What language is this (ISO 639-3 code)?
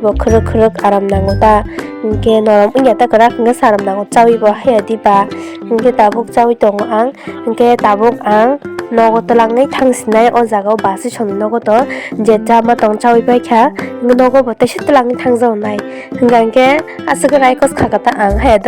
trp